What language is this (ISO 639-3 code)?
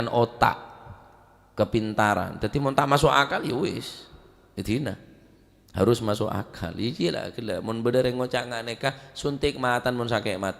mad